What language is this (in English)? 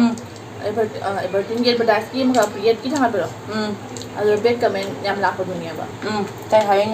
Manipuri